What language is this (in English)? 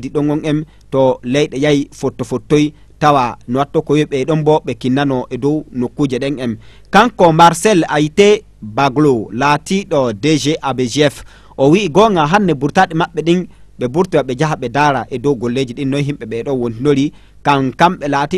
Fula